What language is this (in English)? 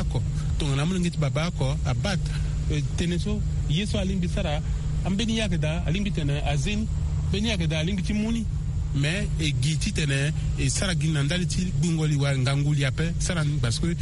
Sango